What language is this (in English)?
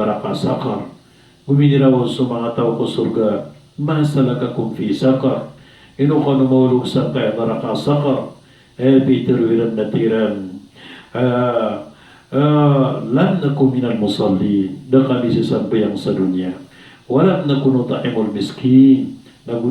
Maranao